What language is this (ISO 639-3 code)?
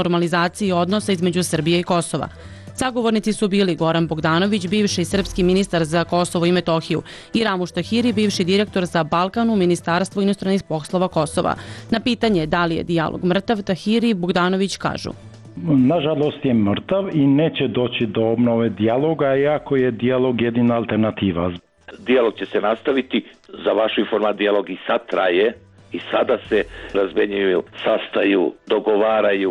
srp